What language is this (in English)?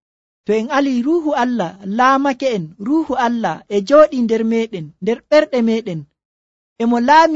Nigerian Fulfulde